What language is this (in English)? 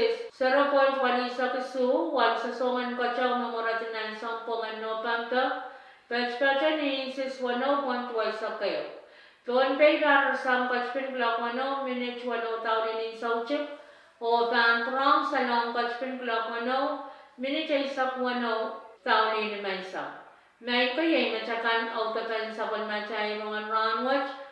Pohnpeian